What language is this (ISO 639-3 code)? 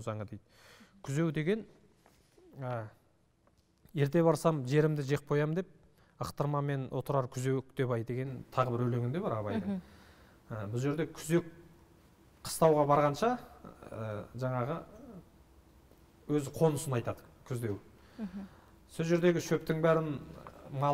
kaz